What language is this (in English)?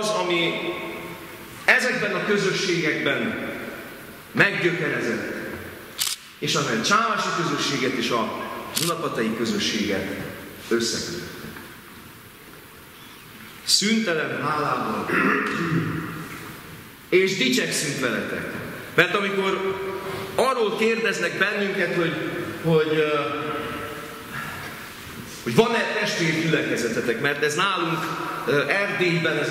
Hungarian